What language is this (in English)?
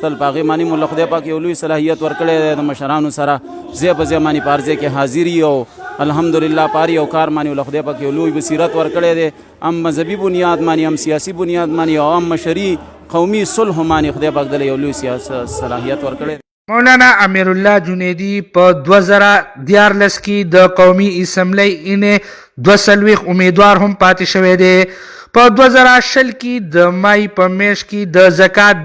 Pashto